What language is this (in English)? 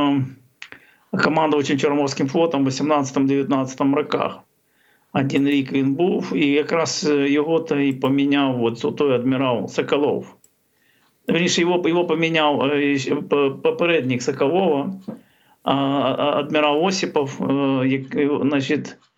Ukrainian